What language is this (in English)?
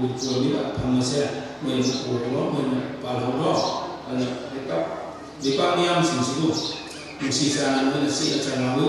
Manipuri